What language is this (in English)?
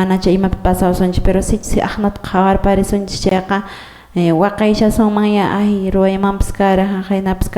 Quechua